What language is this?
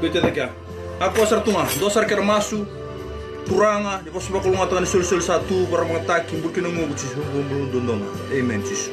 Fijian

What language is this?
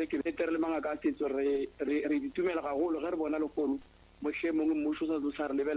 Northern Sotho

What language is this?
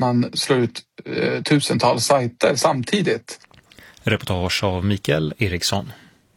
Swedish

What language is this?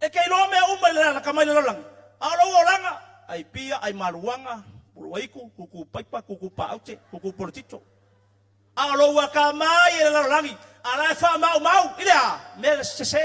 Samoan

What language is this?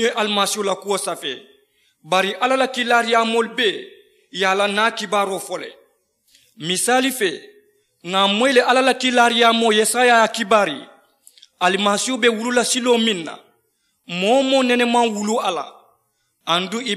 Mandingo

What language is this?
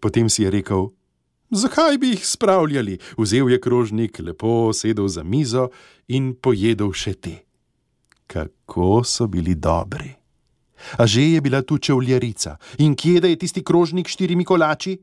Slovenian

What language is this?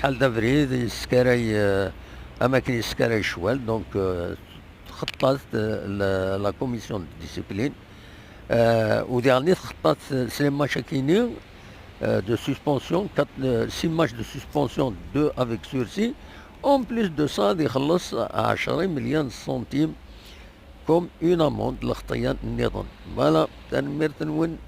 Kabyle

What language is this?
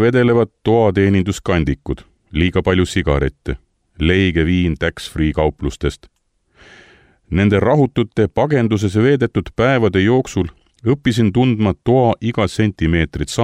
Estonian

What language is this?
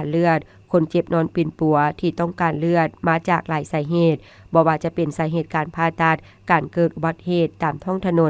Lao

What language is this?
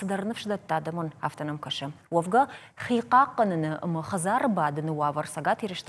Ossetic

